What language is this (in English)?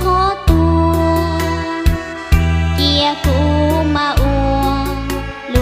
Hmong